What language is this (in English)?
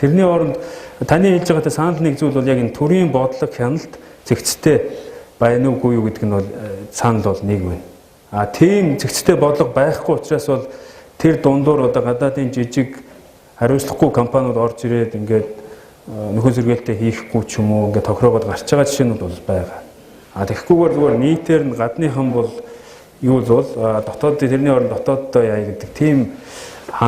Mongolian